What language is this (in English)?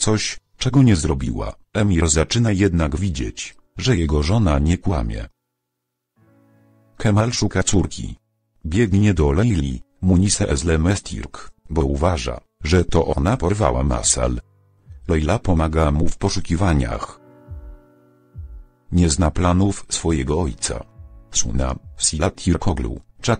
Polish